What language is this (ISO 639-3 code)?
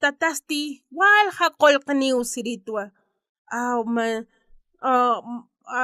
aym